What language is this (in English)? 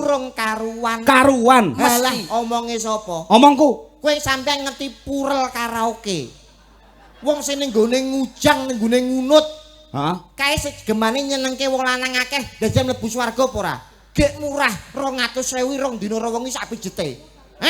Javanese